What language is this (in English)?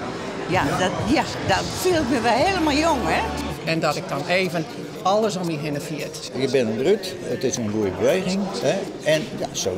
Western Frisian